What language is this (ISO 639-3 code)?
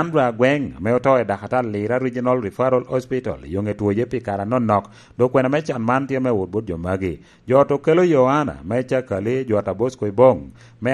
laj